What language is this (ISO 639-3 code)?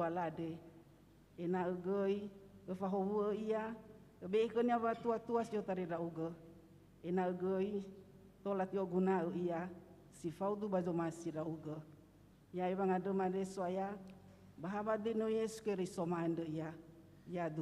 nia